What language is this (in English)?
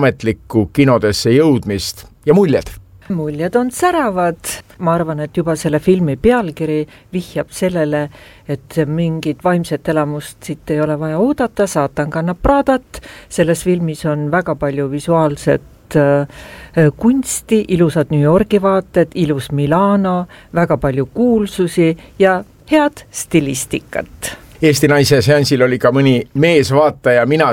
Estonian